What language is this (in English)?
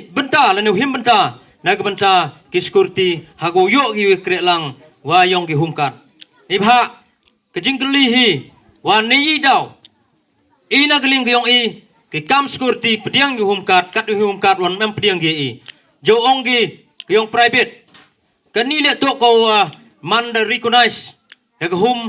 Khasi